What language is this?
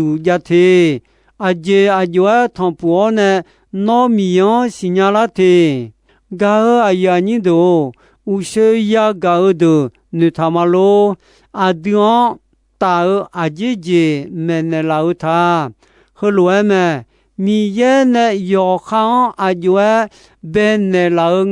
Akha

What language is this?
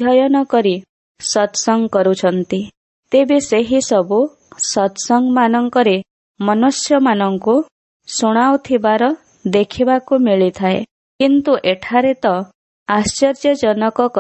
Odia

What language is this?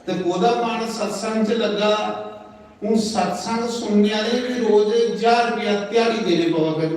Dogri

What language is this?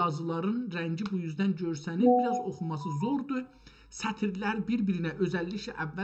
South Azerbaijani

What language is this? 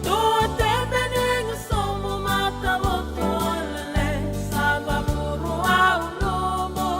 Fijian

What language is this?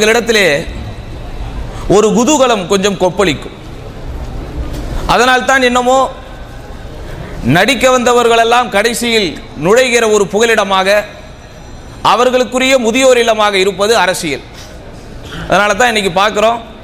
Tamil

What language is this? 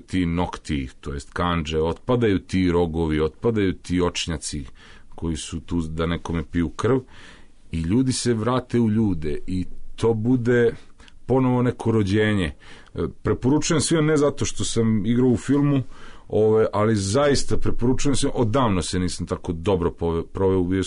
Serbian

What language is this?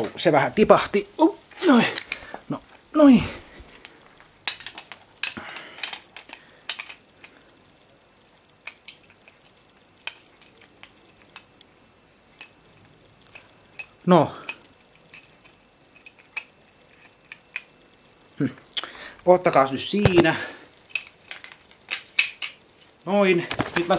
Finnish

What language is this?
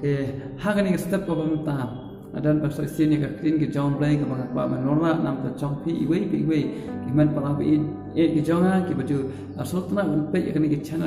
Khasi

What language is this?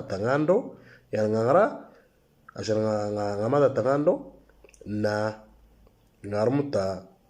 Moro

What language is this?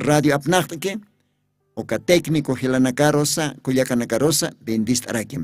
Aymara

